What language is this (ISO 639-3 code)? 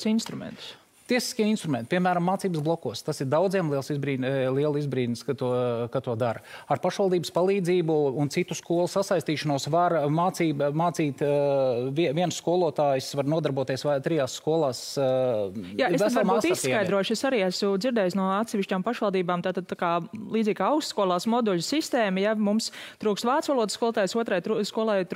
lav